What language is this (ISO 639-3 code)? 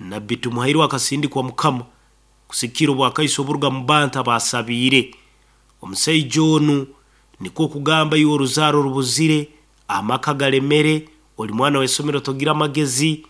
nyn